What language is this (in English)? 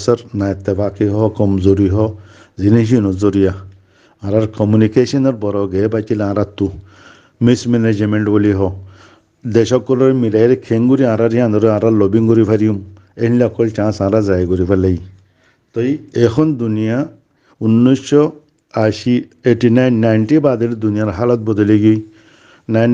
Rohingya